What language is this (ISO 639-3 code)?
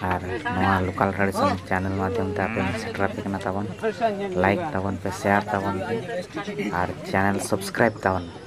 sat